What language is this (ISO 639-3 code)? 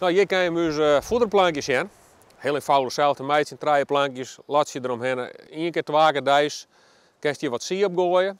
fry